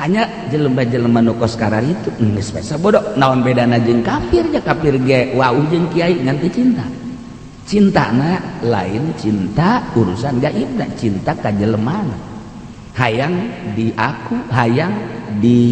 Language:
Sundanese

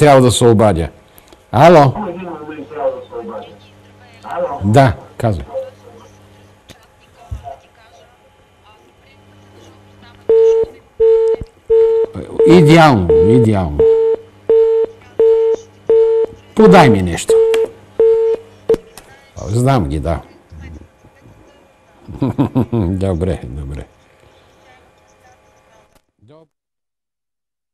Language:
Bulgarian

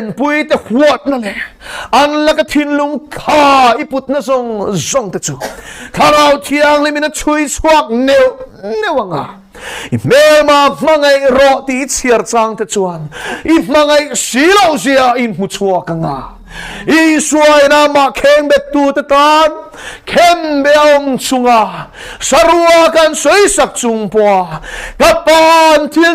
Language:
Mizo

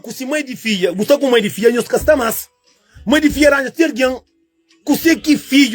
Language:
Kabuverdianu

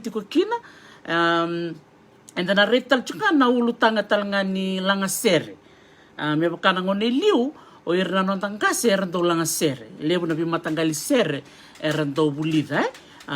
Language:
Fijian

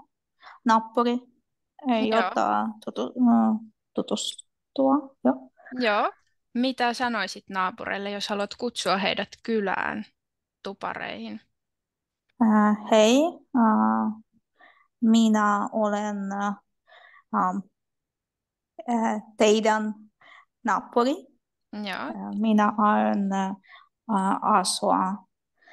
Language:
Finnish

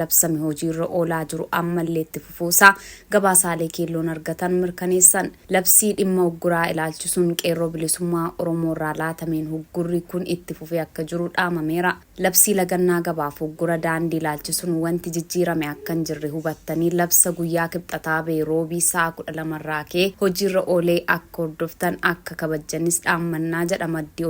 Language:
Oromo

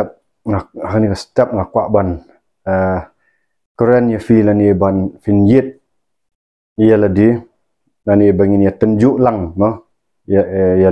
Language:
Khasi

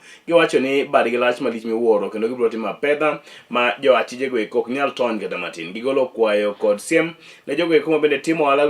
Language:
Luo (Kenya and Tanzania)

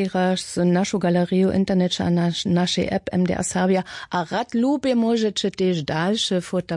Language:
Upper Sorbian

